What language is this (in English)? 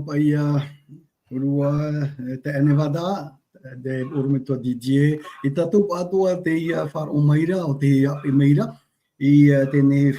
Tahitian